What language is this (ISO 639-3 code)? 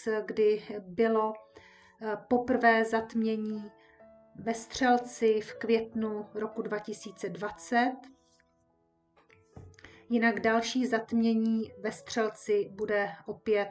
ces